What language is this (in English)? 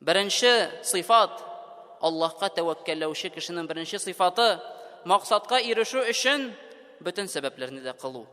Tatar